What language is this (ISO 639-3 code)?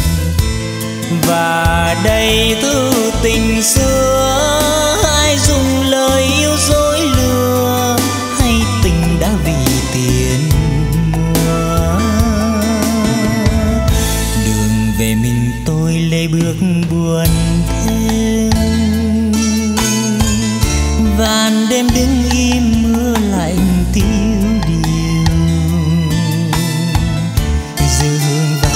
vie